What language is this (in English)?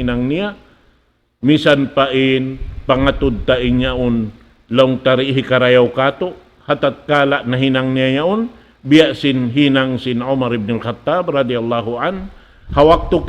Tausug